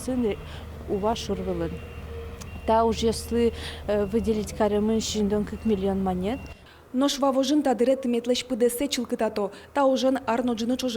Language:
Udmurt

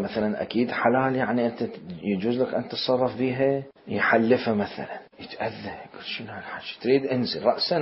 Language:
Mesopotamian Arabic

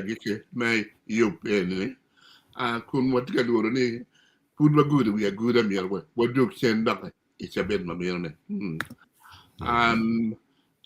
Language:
Acoli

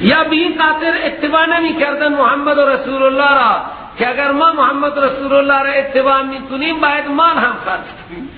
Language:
Persian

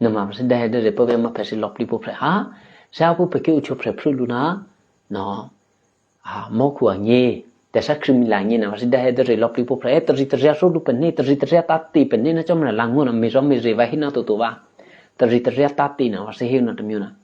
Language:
Eastern Kayah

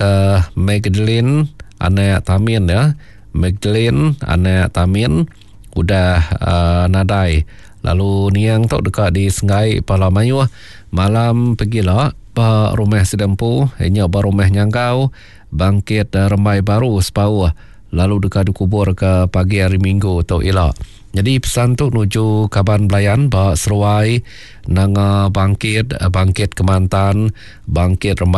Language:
Iban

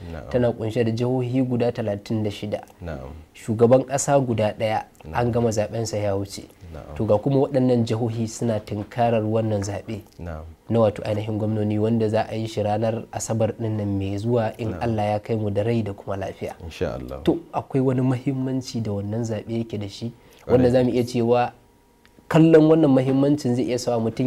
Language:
Hausa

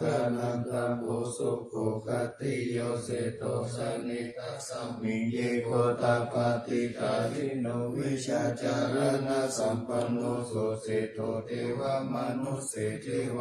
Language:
Pali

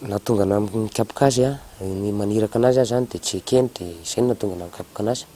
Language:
Malagasy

